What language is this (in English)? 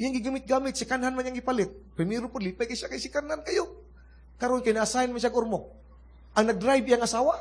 Cebuano